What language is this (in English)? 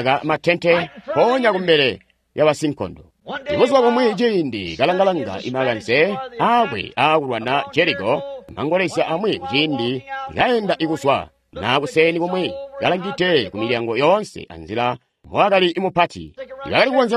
Tonga (Zambia)